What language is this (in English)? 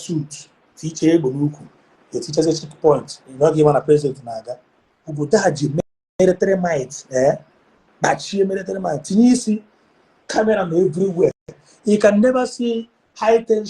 Igbo